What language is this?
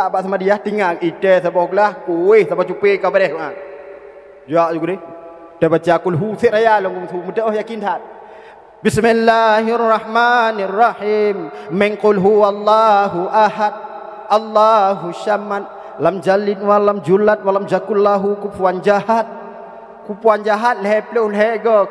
Achinese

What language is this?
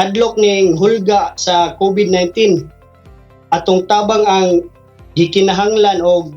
Cebuano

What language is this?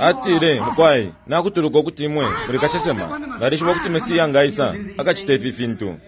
Bemba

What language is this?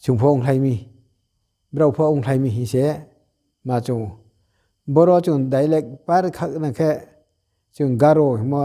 Riang (India)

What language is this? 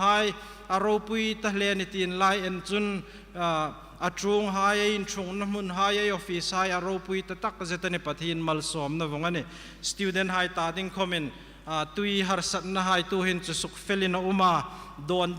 Hmar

